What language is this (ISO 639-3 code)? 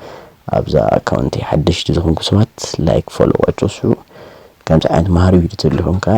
tir